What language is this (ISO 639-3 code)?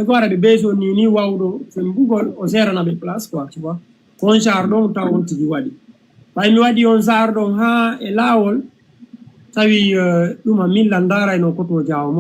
ful